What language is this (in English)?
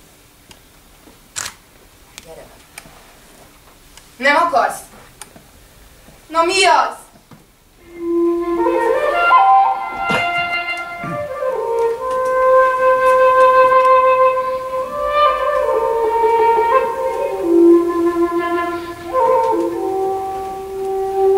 Hungarian